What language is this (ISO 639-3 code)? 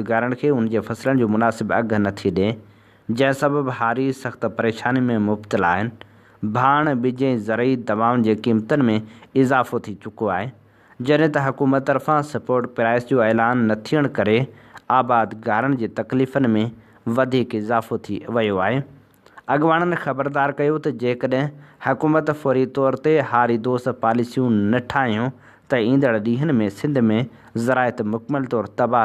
snd